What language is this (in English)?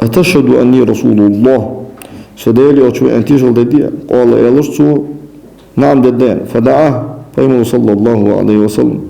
Ingush